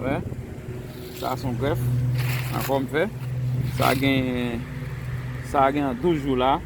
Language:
Haitian Creole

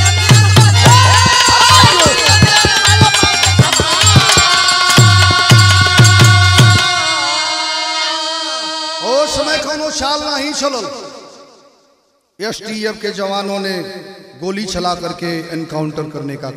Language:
Bhojpuri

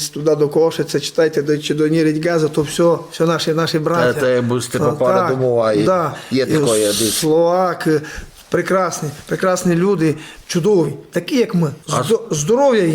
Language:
Rusyn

